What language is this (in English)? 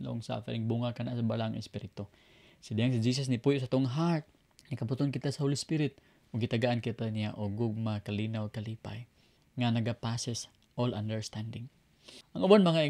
Cebuano